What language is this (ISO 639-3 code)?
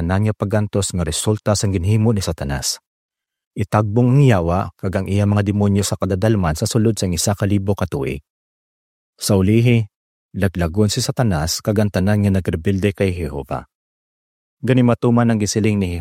hil